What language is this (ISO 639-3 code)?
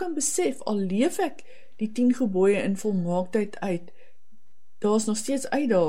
afr